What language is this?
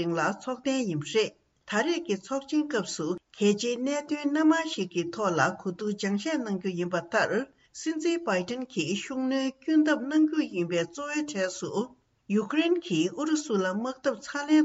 Tibetan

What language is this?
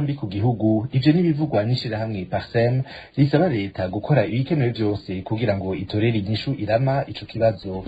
Rundi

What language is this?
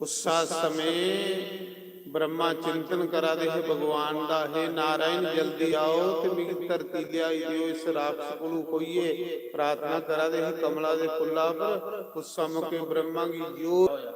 Dogri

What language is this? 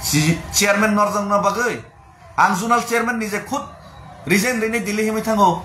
Kok Borok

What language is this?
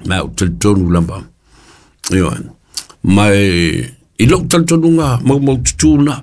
Samoan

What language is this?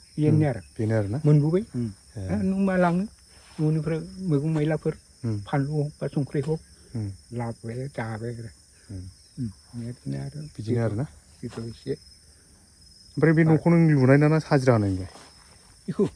Bodo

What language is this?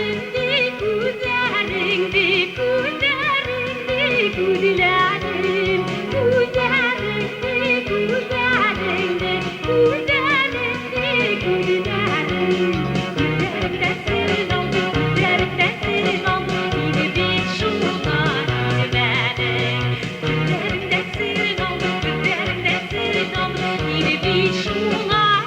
Bashkir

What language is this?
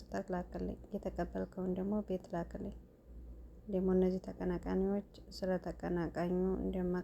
Amharic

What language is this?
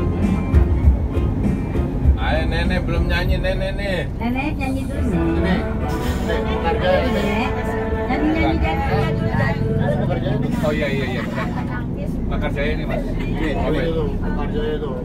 Indonesian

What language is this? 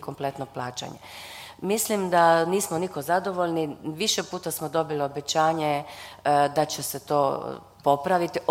Croatian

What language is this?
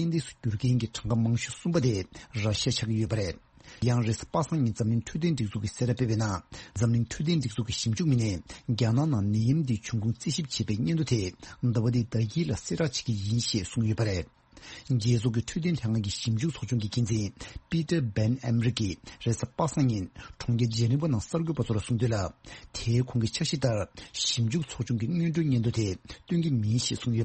Tibetan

